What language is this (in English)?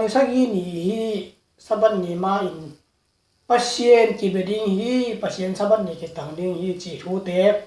Tedim Chin